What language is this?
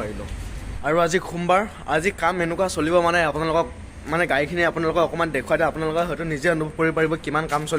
Assamese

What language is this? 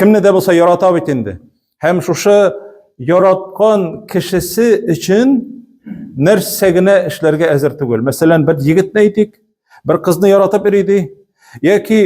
Tatar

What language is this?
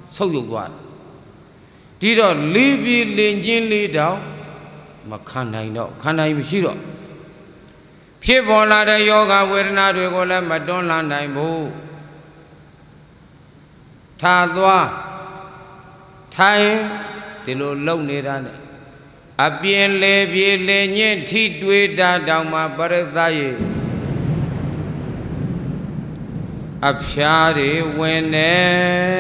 Burmese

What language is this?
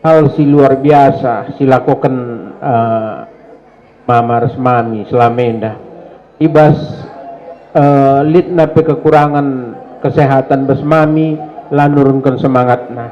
Batak Karo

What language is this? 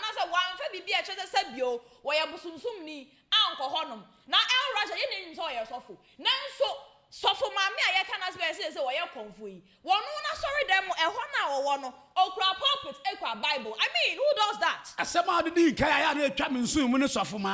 Akan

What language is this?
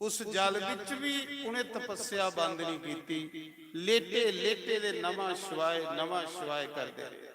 Dogri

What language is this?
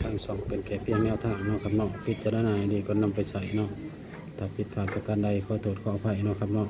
Northeastern Thai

